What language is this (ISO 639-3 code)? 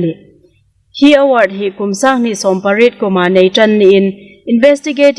hmr